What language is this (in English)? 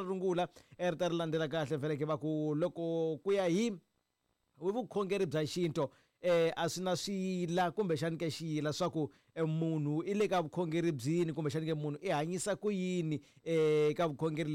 Tsonga